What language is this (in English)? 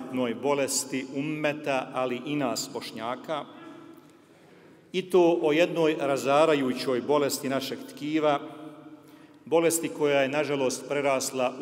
Bosnian